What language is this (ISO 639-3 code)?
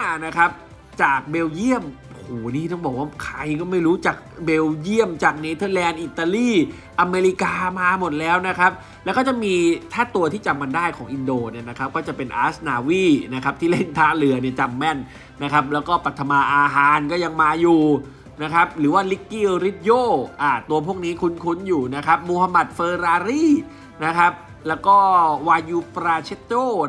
tha